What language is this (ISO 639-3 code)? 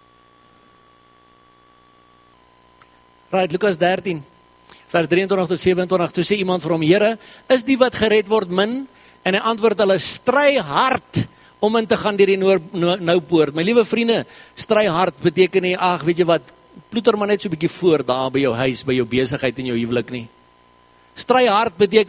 afr